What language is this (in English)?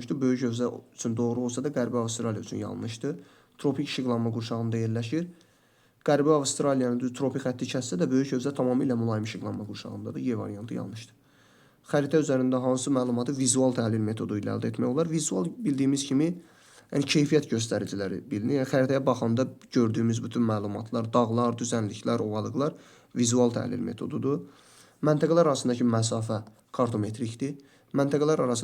Azerbaijani